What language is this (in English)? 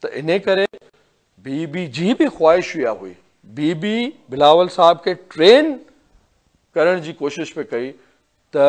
Sindhi